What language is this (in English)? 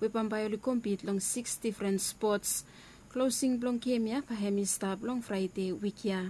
Bislama